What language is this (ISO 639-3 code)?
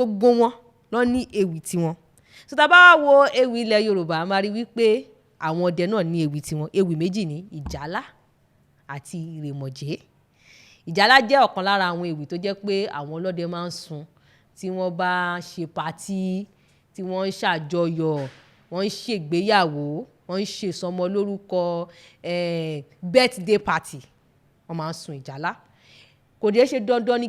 yor